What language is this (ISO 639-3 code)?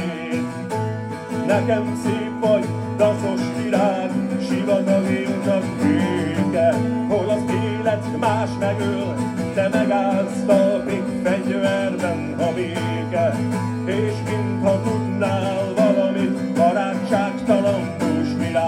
hun